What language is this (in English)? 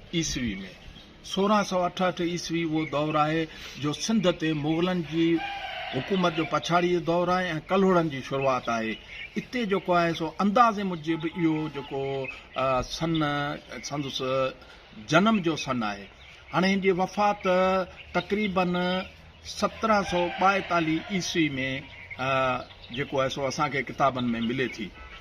Sindhi